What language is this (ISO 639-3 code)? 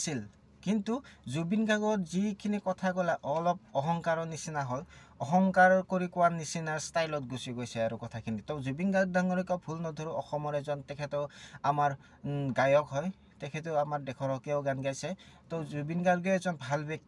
asm